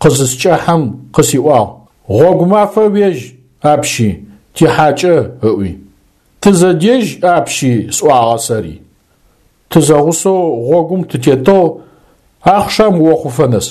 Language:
Adyghe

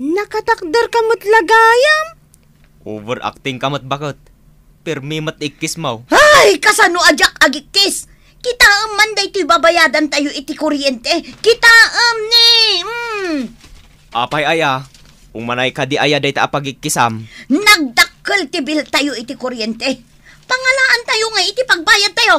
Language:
Iloko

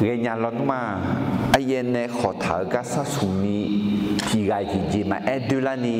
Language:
Akha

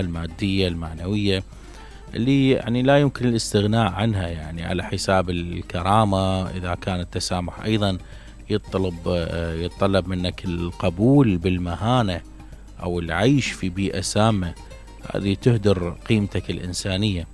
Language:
Mesopotamian Arabic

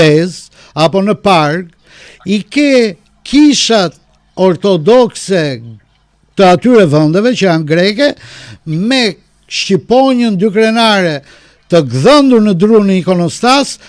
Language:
Albanian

